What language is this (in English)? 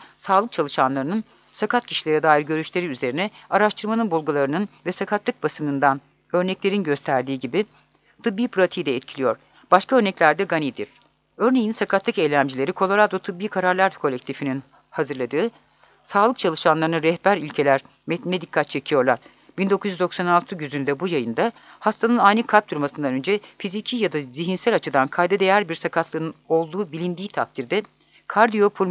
Turkish